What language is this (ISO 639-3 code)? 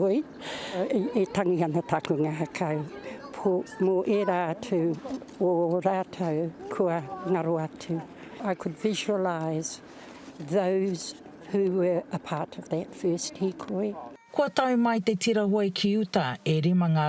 mri